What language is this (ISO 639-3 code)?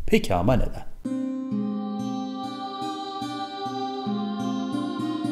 tur